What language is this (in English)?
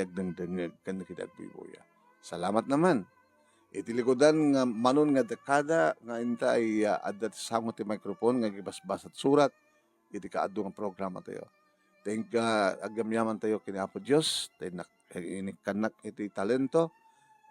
Iloko